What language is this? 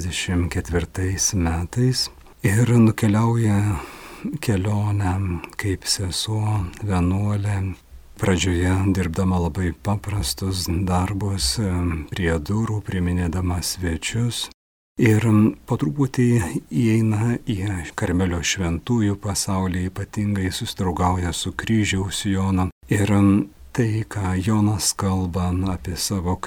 Lithuanian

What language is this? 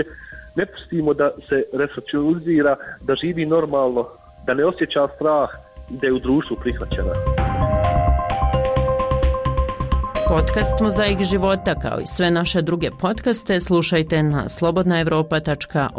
Bosnian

